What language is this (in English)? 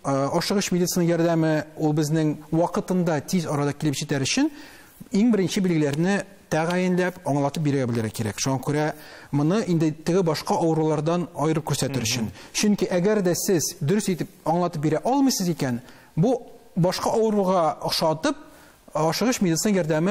Tatar